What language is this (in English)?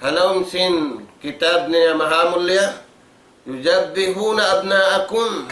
Tausug